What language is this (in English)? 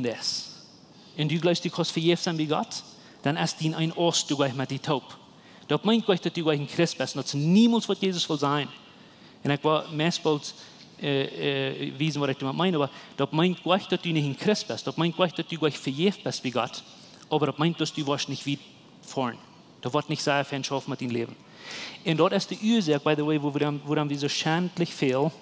Plautdietsch